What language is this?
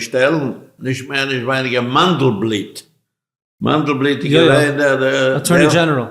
Yiddish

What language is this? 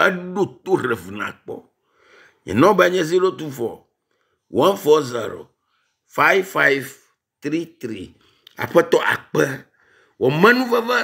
Ewe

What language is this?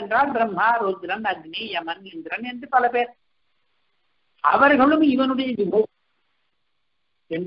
Tamil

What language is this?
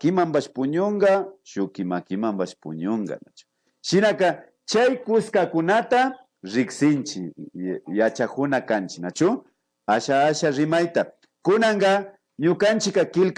Imbabura Highland Quichua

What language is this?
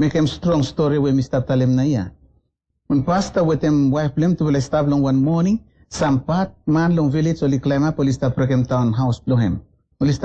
Bislama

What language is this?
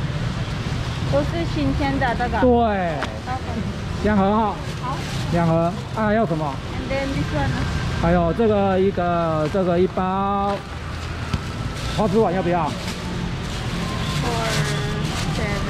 Chinese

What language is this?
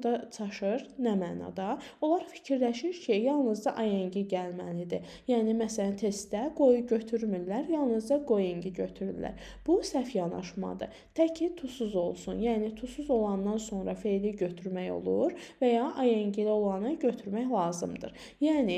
Azerbaijani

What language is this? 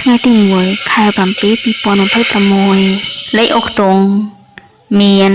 Khmer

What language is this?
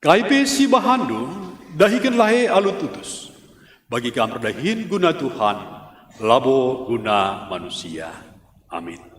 Batak Karo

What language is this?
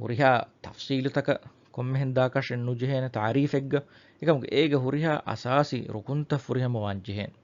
Divehi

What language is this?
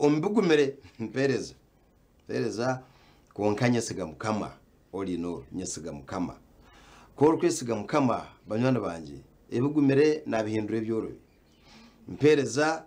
Nyankole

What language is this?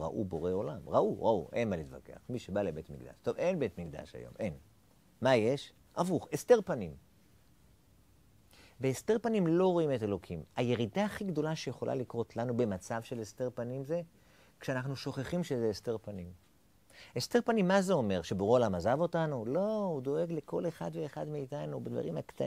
Hebrew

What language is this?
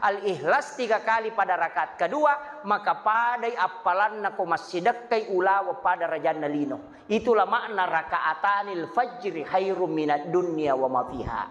Buginese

